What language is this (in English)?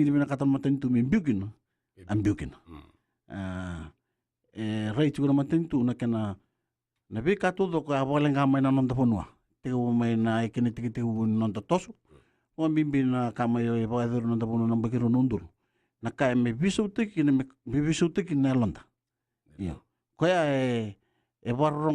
Fijian